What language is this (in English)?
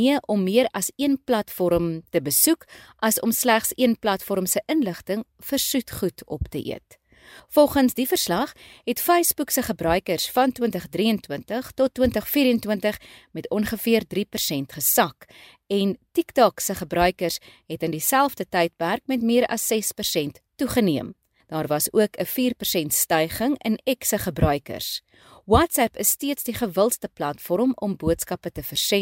Afrikaans